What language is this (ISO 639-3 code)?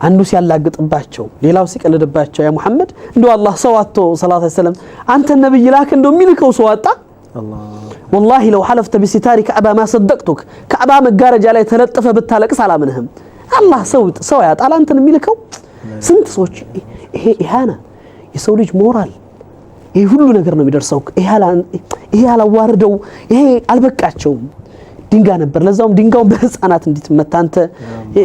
amh